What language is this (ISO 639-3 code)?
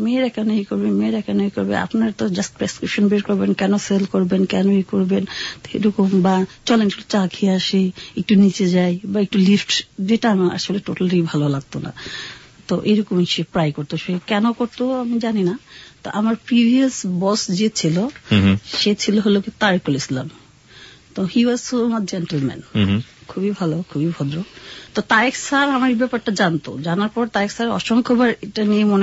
ben